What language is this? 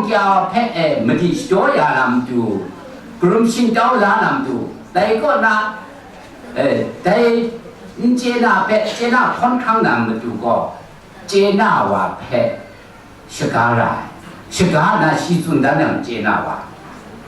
Kachin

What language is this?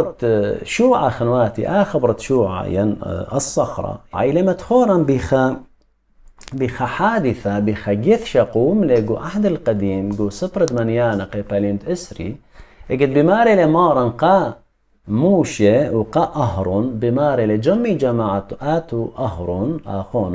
Assyrian Neo-Aramaic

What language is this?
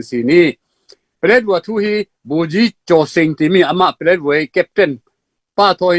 Falam Chin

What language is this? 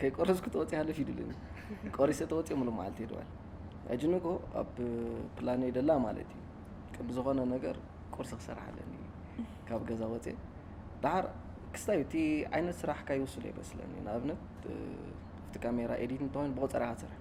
Tigrinya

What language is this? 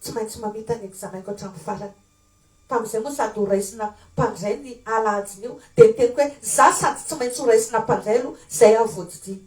Malagasy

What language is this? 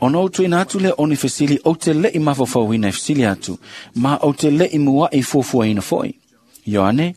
Samoan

